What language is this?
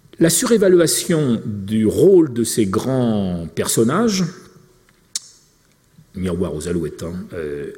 French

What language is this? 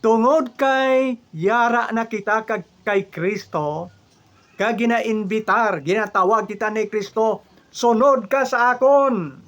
Hiligaynon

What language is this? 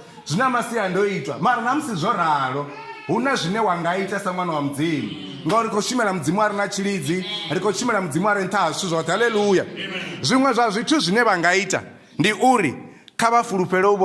Venda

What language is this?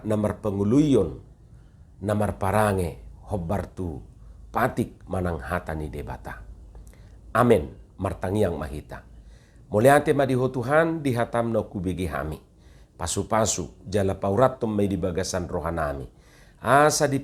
Batak Toba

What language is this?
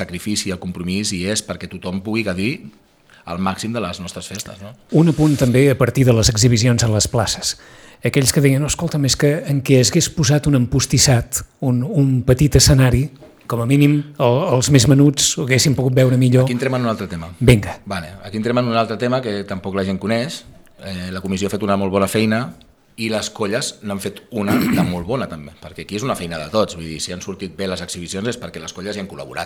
Catalan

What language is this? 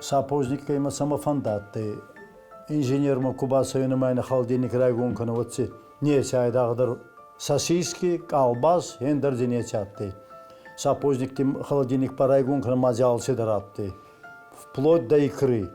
Ossetic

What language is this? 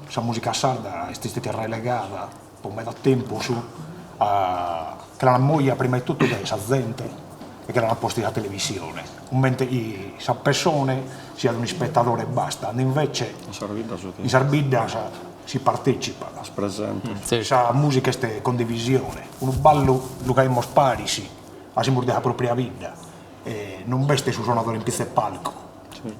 Sardinian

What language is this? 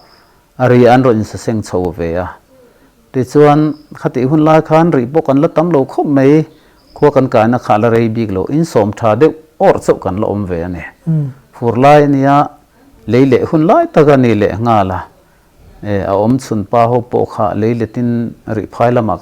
Mizo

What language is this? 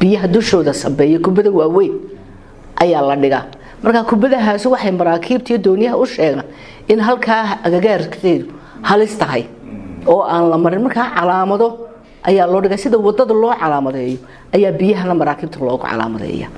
Somali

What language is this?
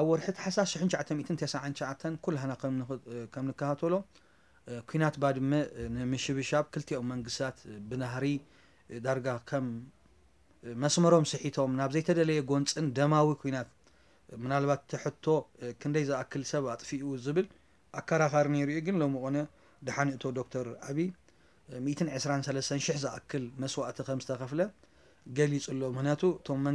Tigrinya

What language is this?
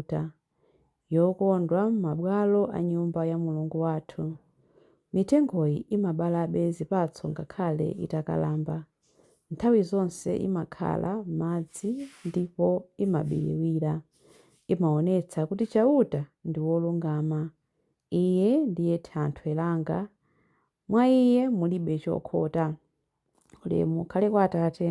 Nyanja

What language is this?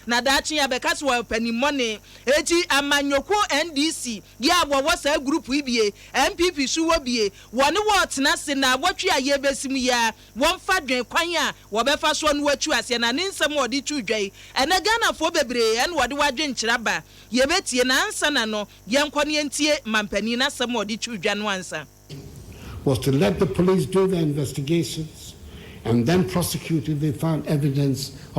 Akan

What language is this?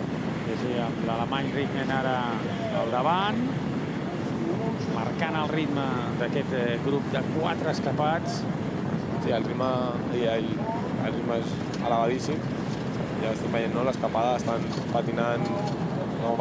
Catalan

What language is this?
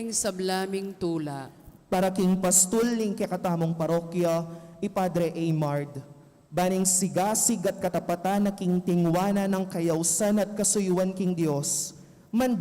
Pampanga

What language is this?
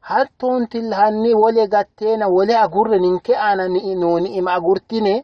Sidamo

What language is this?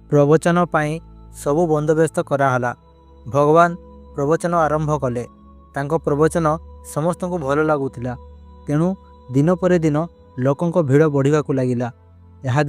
Odia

